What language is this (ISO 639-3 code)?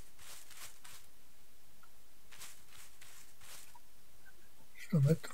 ces